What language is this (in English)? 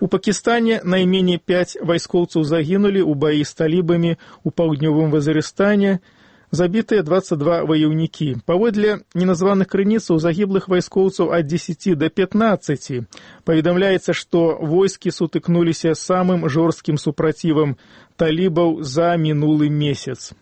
Belarusian